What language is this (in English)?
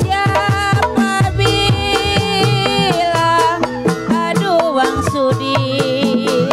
Betawi